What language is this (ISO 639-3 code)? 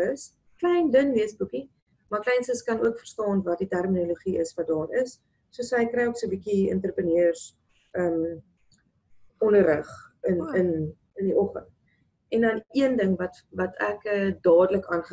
afr